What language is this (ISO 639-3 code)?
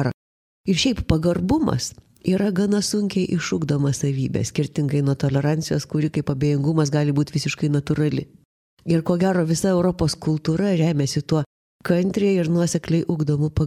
lit